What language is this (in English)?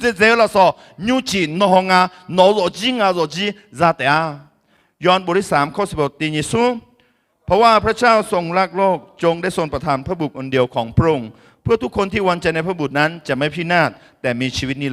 Akha